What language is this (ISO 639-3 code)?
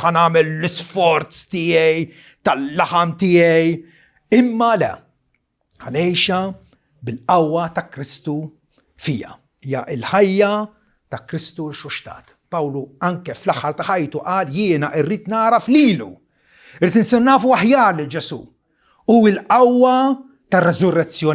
mlt